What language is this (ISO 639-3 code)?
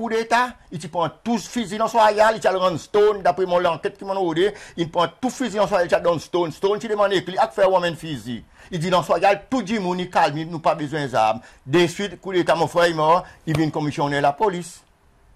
crs